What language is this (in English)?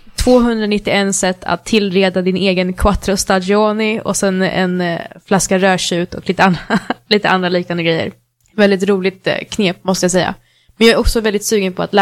Swedish